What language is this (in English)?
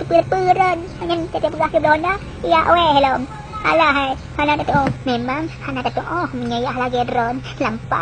Achinese